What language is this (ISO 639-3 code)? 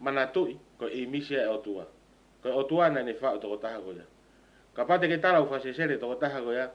ton